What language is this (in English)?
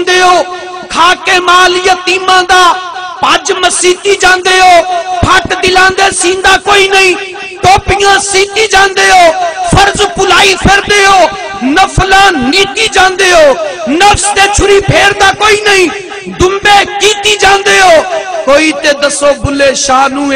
Saraiki